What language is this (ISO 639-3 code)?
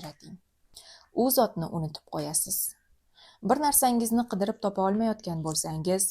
uzb